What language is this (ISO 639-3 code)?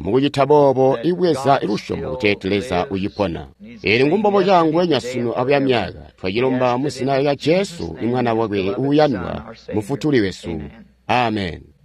toi